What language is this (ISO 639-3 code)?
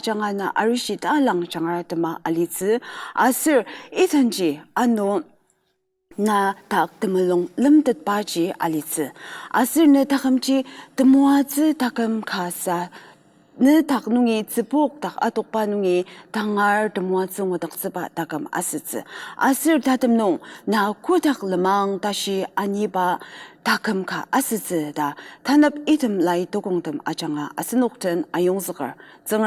njo